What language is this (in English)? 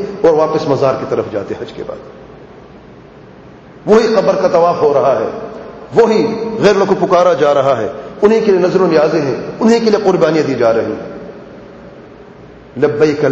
Urdu